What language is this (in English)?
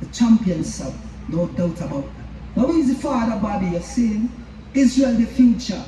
Jamaican Creole English